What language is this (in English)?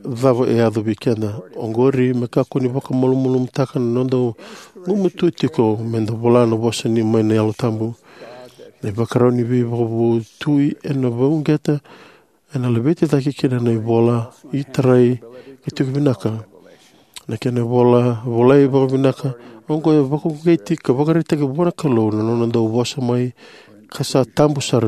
Fijian